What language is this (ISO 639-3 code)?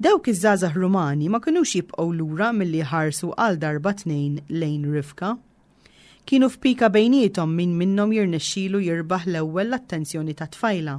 mlt